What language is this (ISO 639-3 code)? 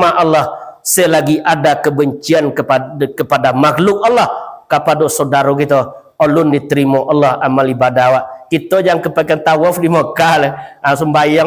min